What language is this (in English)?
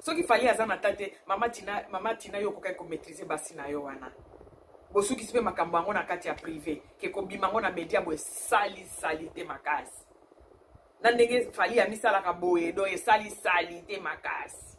Lingala